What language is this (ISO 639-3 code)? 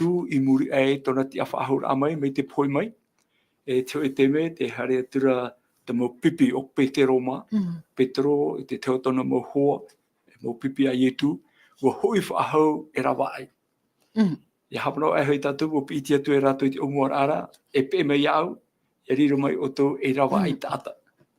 tah